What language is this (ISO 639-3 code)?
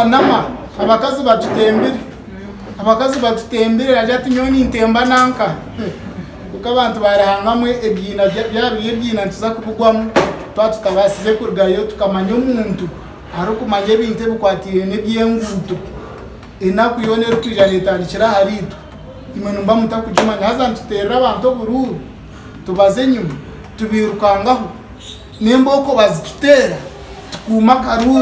nyn